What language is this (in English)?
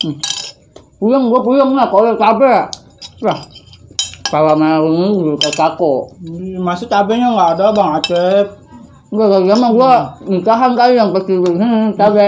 Betawi